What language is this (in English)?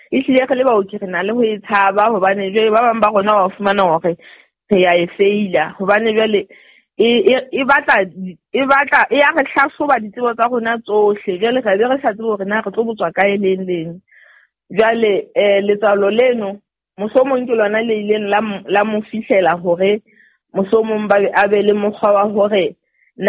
Southern Sotho